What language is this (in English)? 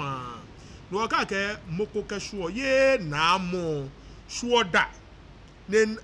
Ga